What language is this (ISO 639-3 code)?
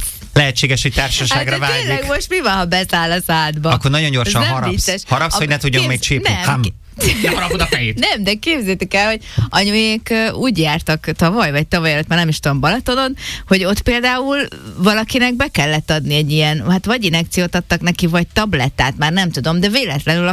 hun